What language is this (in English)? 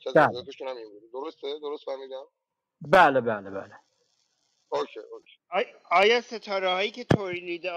Persian